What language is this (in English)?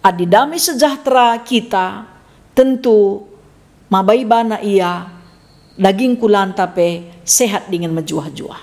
Batak Karo